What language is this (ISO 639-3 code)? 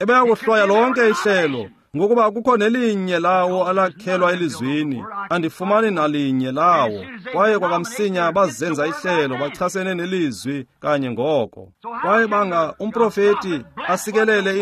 xho